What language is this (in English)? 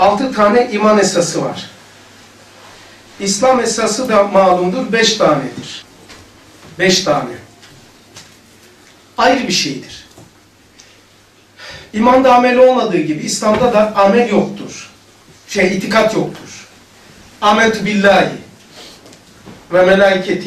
Turkish